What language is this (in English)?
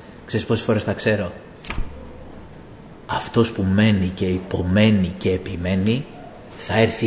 Greek